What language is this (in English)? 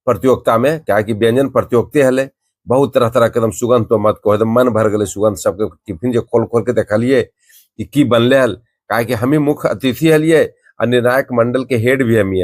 Magahi